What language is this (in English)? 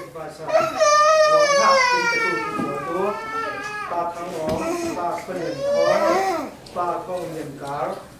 Falam Chin